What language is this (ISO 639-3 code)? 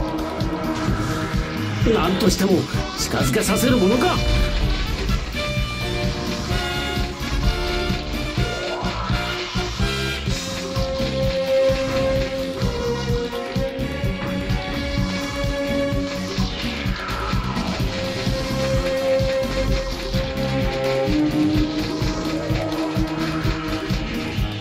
jpn